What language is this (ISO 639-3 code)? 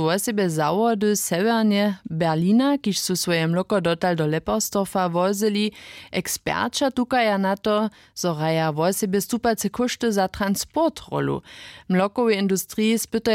hsb